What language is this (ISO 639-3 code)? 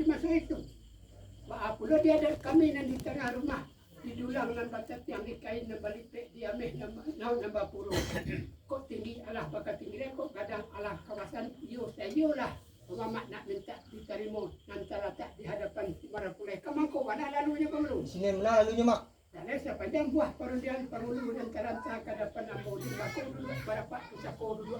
min